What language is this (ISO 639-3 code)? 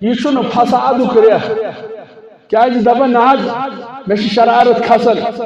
kas